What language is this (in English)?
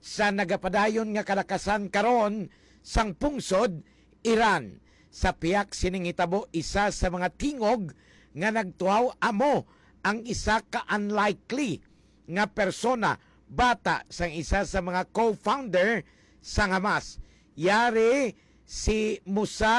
Hiligaynon